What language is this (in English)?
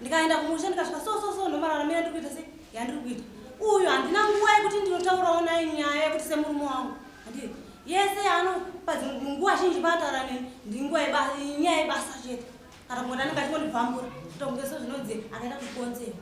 Shona